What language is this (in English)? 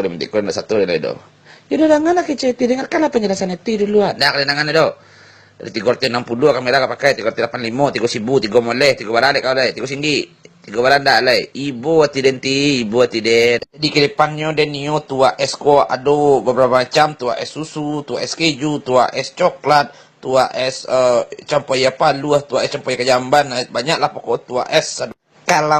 Minangkabau